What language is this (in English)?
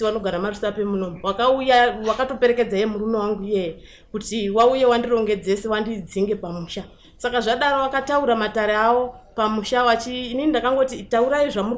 Shona